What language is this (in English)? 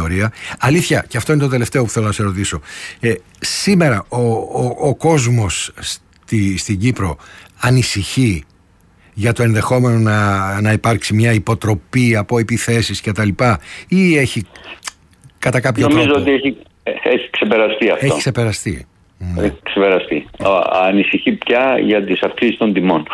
Greek